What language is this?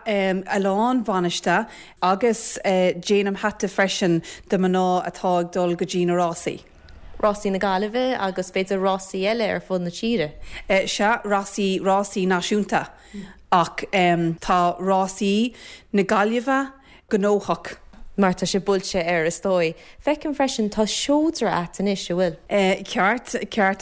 Irish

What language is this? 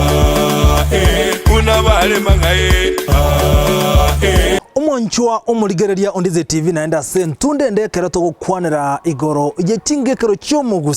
Gusii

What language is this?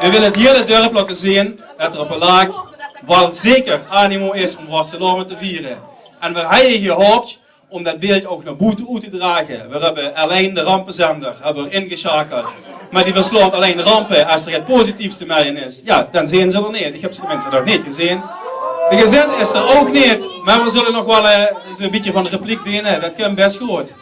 Limburgish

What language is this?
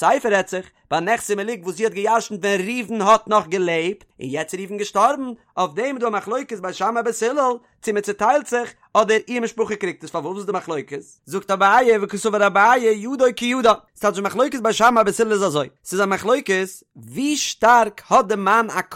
Yiddish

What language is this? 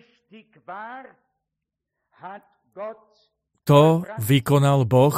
Slovak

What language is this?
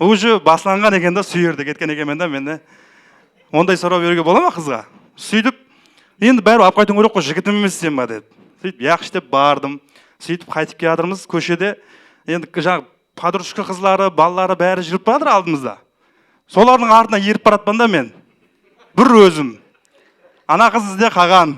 Kara-Kalpak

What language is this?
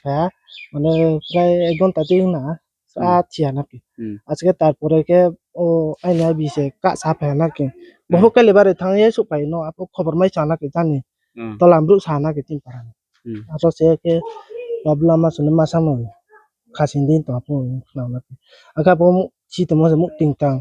Riang (India)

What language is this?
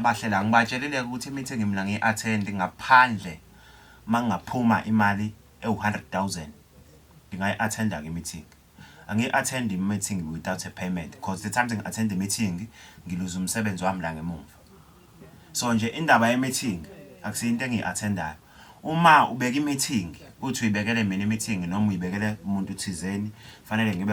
Zulu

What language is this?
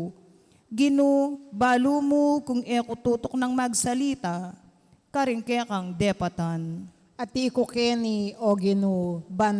Pampanga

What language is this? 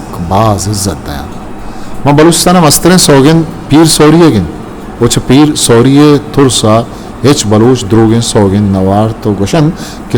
Eastern Balochi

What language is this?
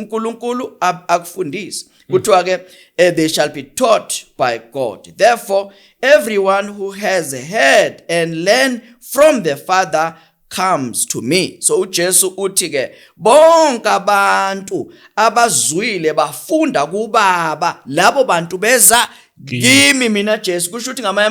Zulu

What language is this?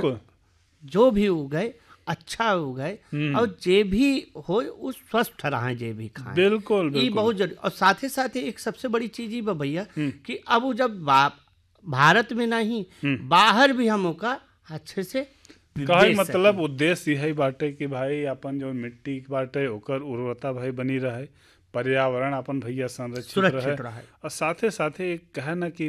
Bhojpuri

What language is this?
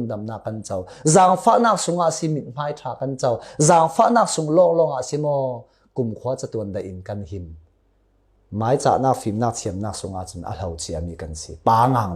Falam Chin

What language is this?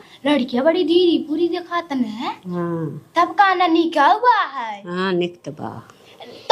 Awadhi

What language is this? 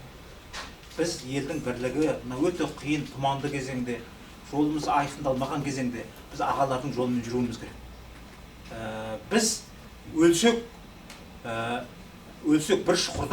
Kazakh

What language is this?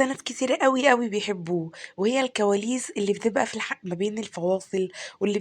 Egyptian Arabic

